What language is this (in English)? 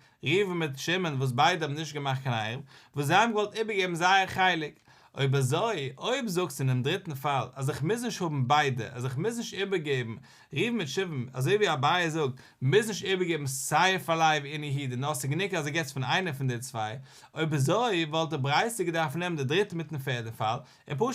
Yiddish